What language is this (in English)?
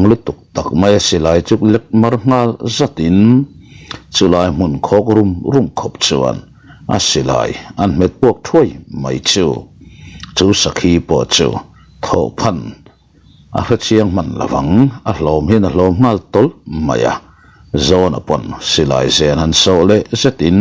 Mizo